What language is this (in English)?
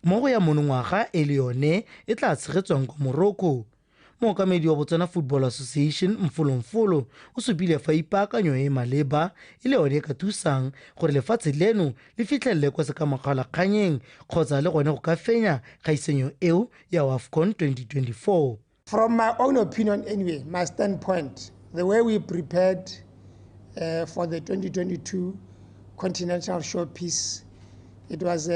Tswana